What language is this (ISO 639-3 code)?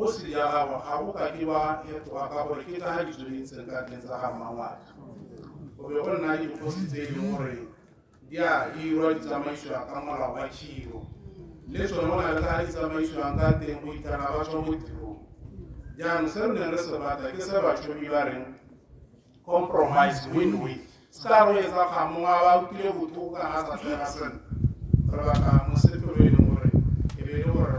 tsn